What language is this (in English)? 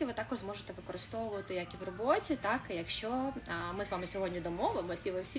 Ukrainian